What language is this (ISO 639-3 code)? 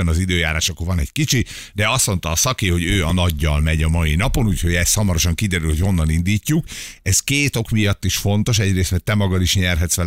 hun